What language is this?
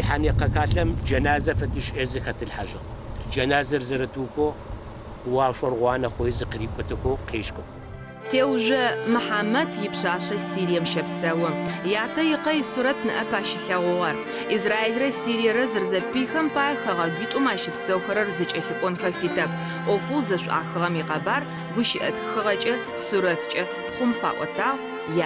Adyghe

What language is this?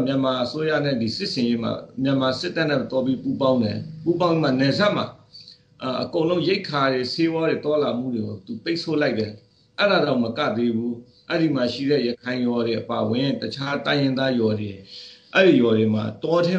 Burmese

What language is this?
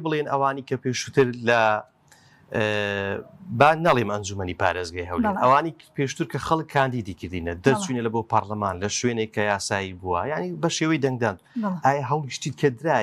Central Kurdish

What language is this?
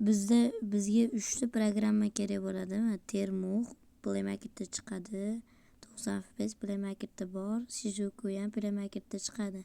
Uzbek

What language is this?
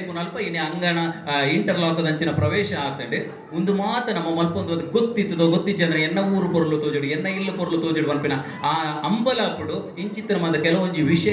Tulu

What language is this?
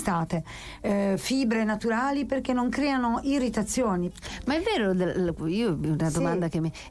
Italian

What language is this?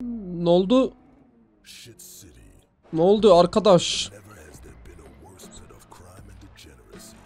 South Azerbaijani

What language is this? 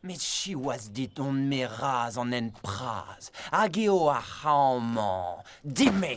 Breton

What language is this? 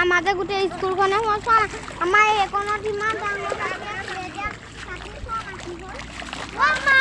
Assamese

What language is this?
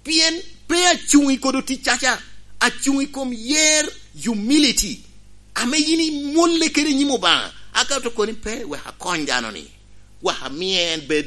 Lango (Uganda)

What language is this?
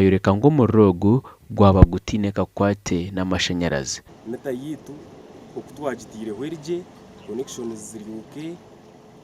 Nyankole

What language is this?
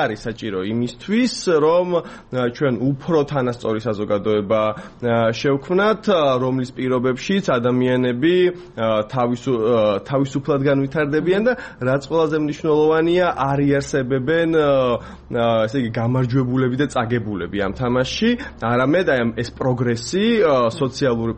Georgian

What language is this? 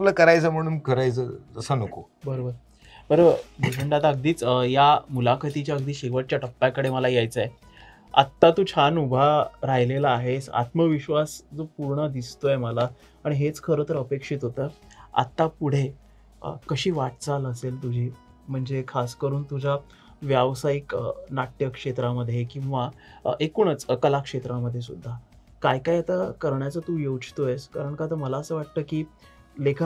Marathi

